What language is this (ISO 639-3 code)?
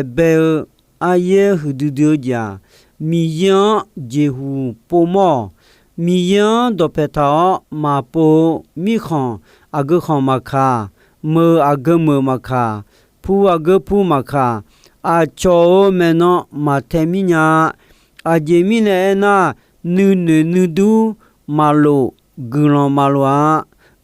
ahk